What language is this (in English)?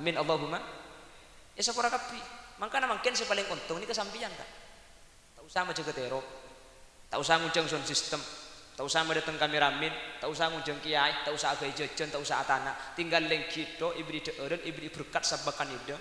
Madurese